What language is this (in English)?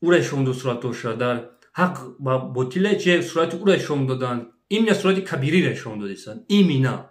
Tajik